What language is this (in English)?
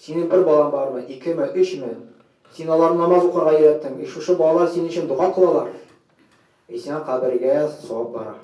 Tatar